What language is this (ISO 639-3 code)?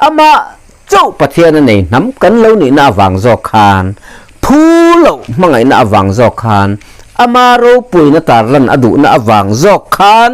lus